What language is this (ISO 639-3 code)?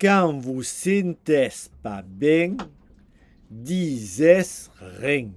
oci